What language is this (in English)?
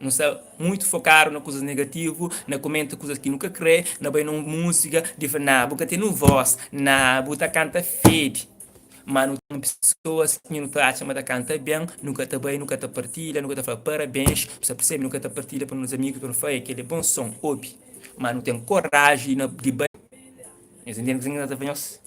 Kabuverdianu